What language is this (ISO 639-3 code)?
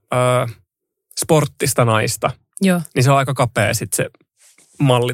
fin